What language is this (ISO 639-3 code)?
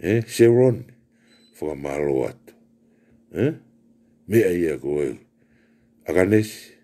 ton